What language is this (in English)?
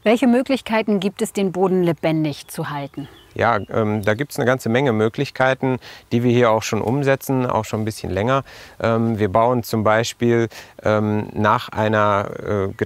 German